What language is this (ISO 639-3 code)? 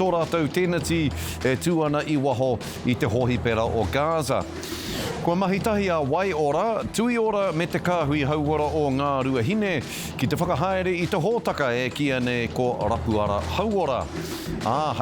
mri